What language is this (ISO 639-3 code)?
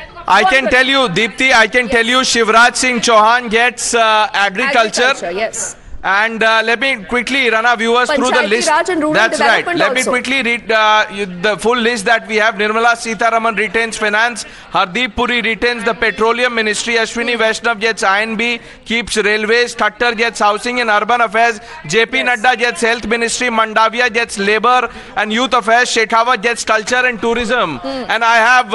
eng